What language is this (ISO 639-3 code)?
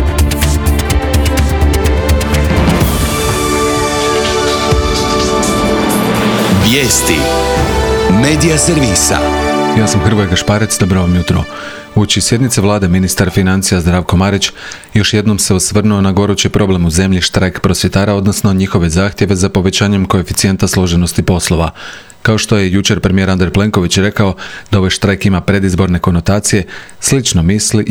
hrv